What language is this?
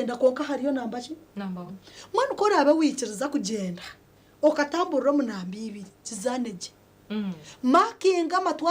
Nyankole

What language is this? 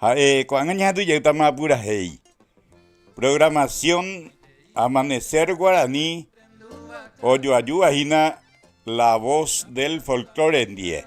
Guarani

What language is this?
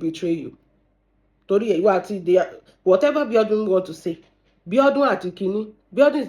Yoruba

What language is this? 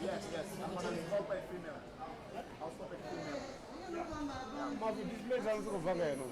Venda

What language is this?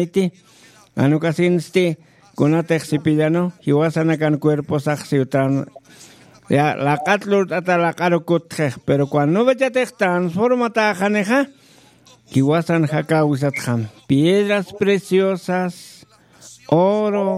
Aymara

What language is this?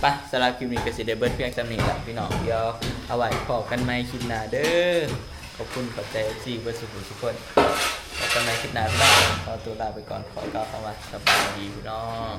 Northeastern Thai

